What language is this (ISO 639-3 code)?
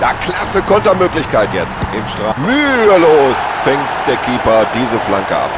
bar